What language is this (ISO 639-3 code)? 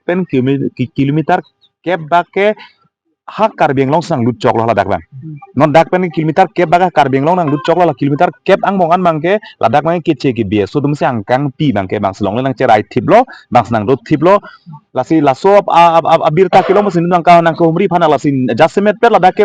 mjw